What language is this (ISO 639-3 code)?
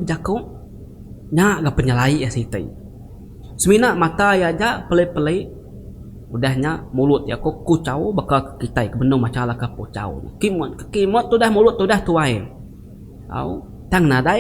iba